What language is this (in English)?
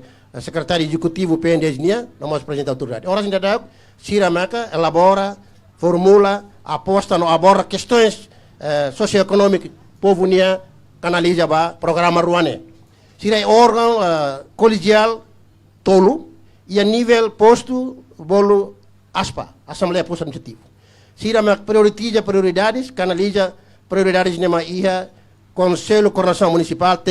Tetum